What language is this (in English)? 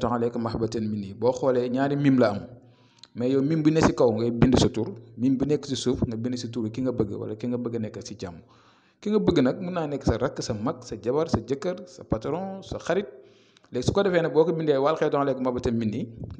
Wolof